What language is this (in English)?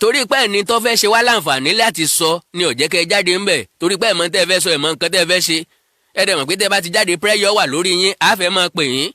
Yoruba